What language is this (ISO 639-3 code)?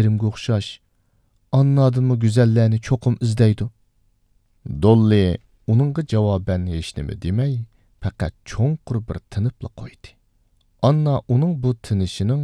uig